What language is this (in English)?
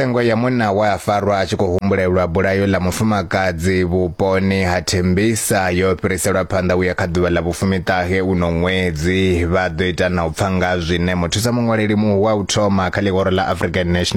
Venda